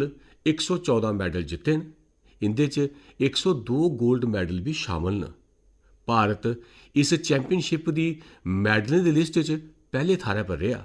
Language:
Dogri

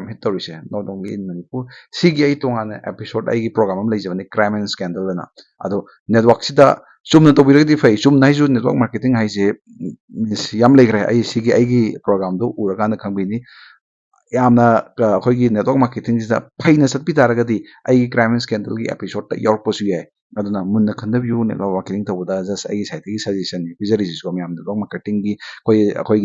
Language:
Manipuri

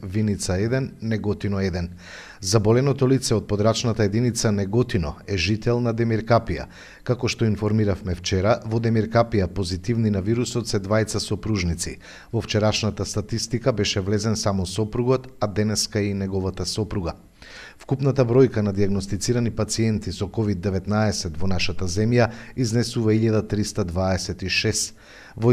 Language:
Macedonian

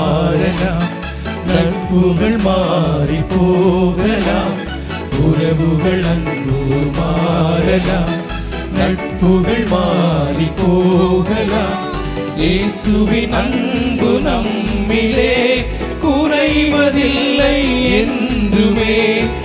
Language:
Tamil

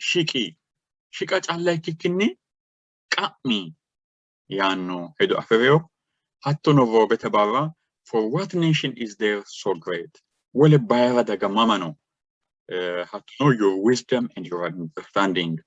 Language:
Sidamo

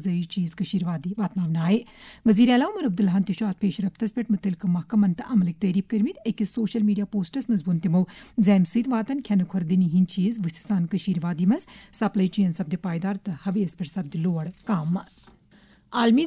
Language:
Kashmiri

